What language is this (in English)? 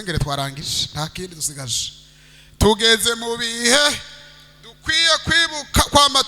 Rundi